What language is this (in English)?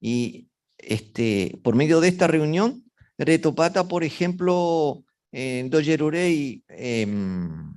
Guarani